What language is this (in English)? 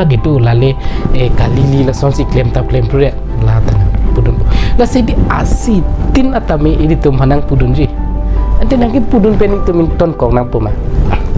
Karbi